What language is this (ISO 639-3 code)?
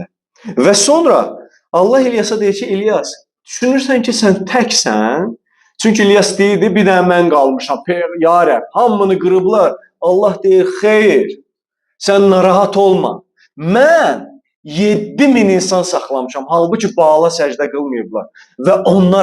aze